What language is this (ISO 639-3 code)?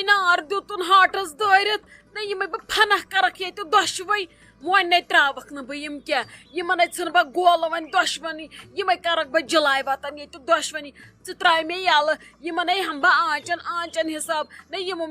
kas